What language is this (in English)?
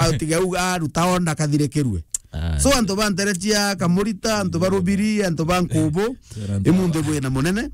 Meru